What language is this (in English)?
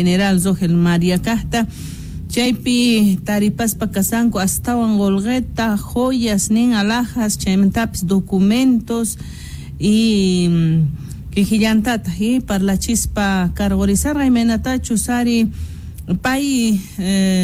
South Bolivian Quechua